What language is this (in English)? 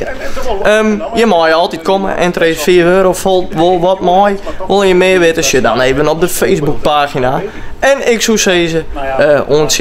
Western Frisian